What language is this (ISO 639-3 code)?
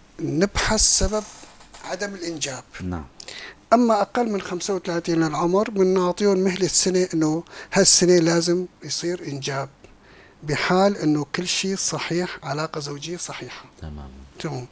apc